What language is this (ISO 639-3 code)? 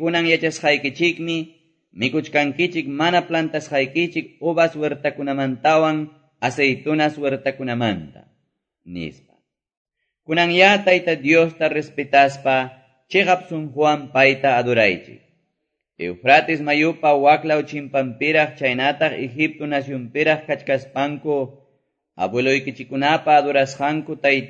que